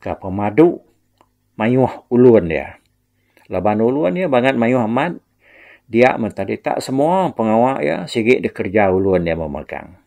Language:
Iban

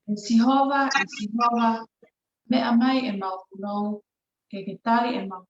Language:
Tongan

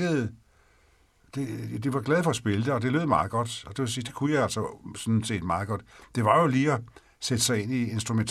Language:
Danish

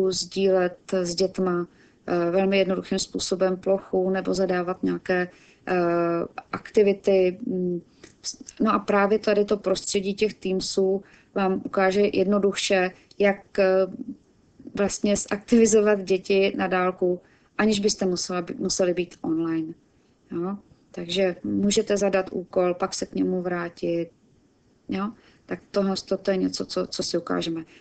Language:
Czech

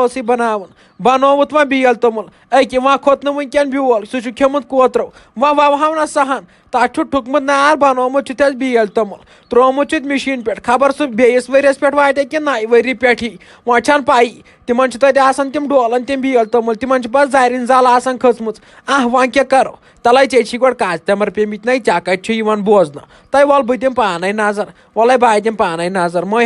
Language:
Kashmiri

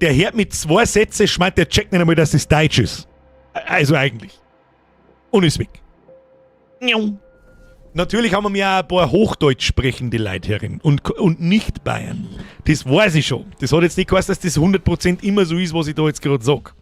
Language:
Bavarian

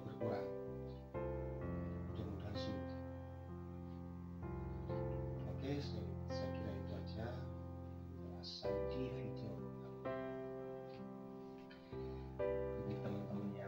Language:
Indonesian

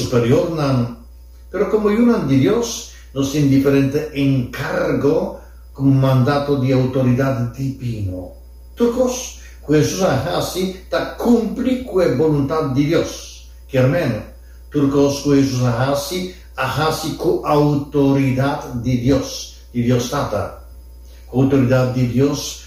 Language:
Papiamento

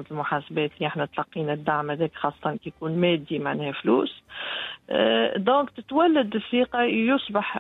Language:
Tunisian Arabic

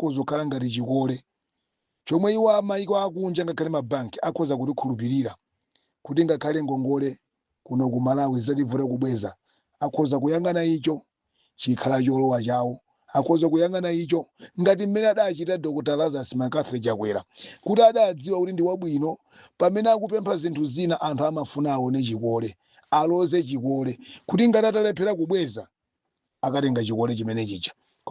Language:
Nyanja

